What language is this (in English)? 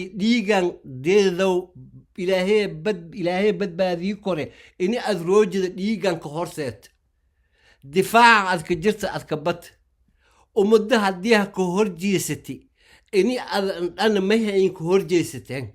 Somali